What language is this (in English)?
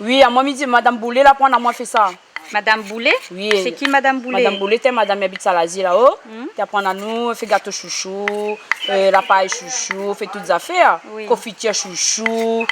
Réunion Creole French